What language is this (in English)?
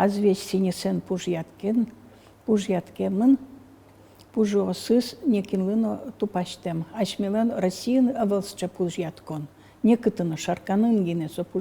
Udmurt